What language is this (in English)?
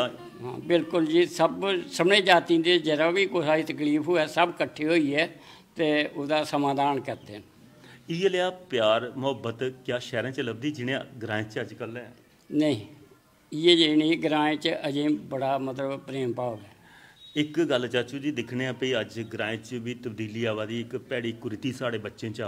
Dogri